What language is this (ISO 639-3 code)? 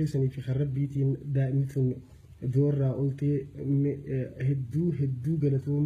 orm